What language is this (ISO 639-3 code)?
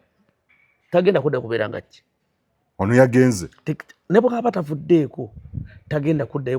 lug